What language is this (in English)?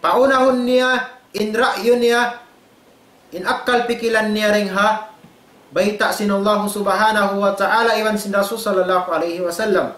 Tausug